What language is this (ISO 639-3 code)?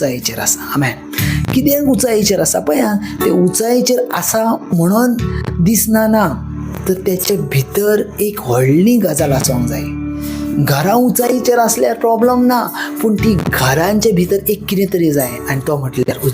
kok